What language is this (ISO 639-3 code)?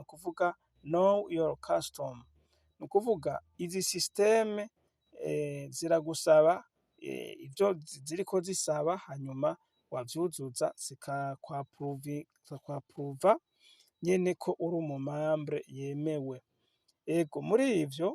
run